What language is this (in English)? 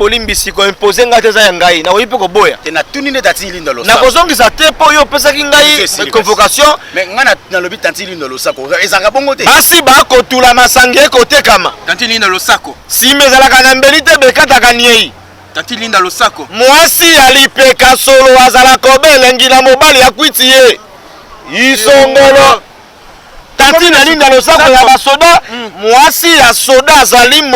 Lingala